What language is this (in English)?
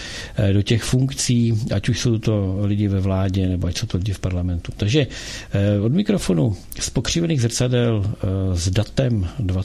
Czech